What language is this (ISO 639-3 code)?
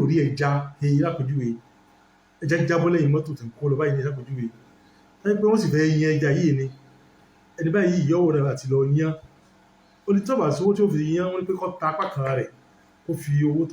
yor